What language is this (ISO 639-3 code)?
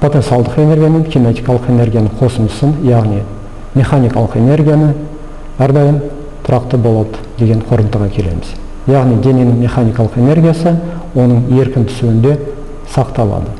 kaz